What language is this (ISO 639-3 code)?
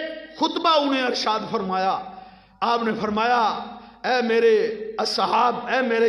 urd